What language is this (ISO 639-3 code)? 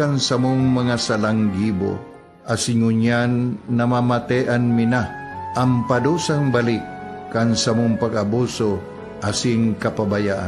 bik